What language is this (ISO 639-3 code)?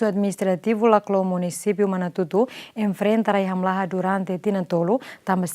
tet